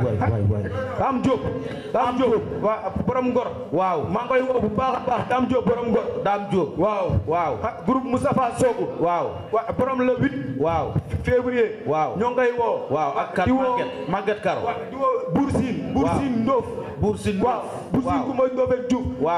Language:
Wolof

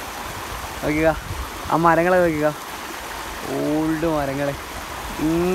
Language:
Malayalam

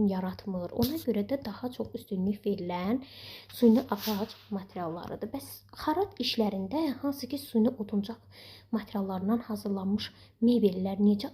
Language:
Azerbaijani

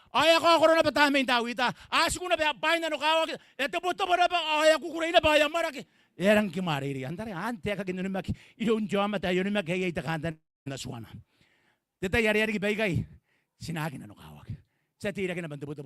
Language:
Gilbertese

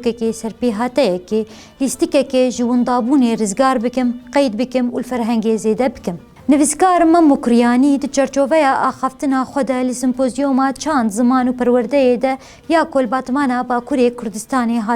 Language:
Kurdish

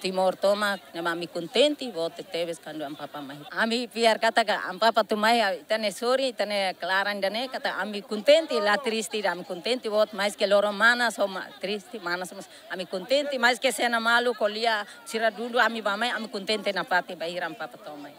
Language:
Tetum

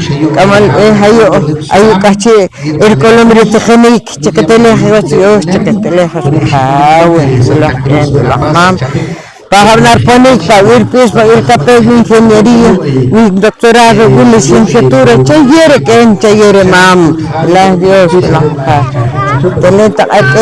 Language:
Poqomchi'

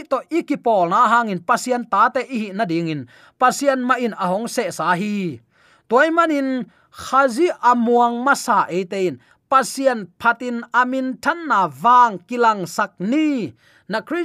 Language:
Tedim Chin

